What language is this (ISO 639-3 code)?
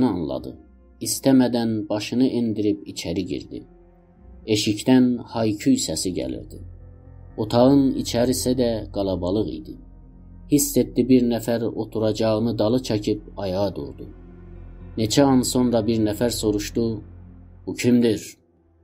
azb